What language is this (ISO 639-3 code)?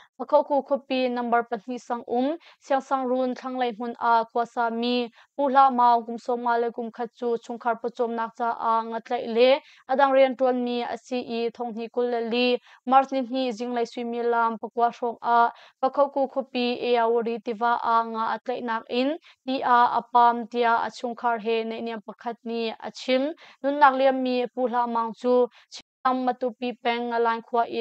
cnh